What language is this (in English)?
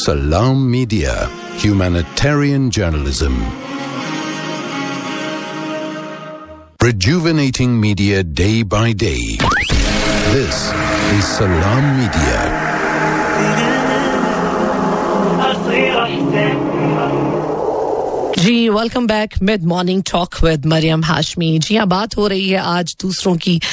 Hindi